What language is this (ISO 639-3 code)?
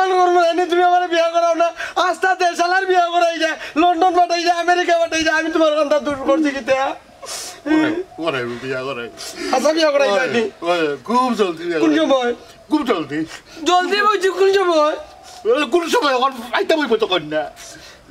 syl